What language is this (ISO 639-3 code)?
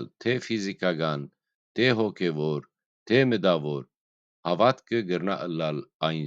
hyw